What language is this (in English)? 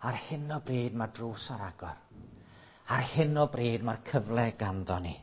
Welsh